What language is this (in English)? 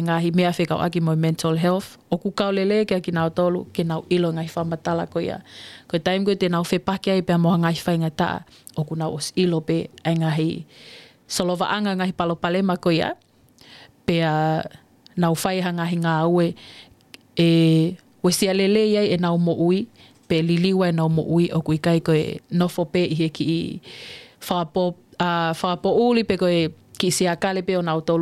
Tongan